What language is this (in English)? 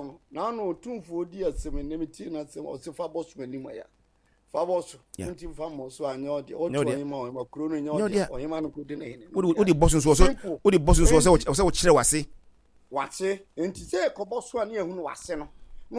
Akan